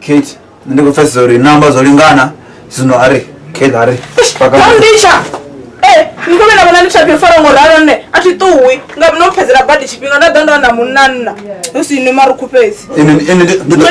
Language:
Venda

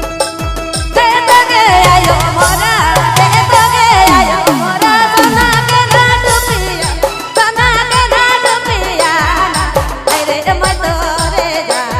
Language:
Sadri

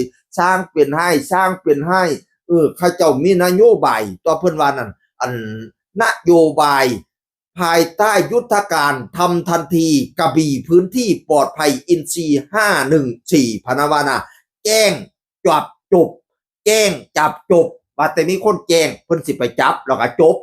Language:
Northeastern Thai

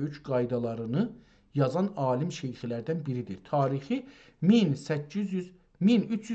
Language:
South Azerbaijani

